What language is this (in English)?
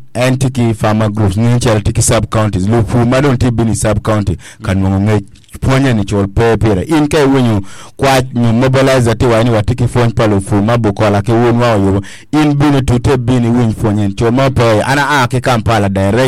Acoli